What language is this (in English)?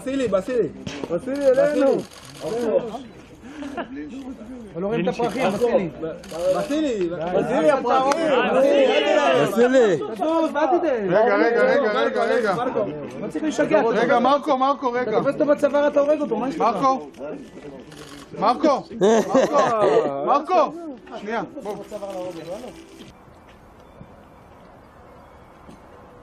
Hebrew